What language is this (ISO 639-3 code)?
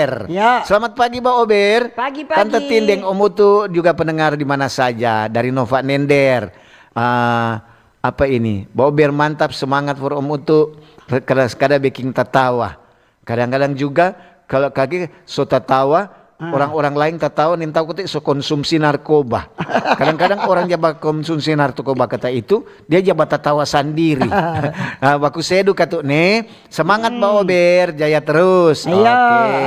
xmm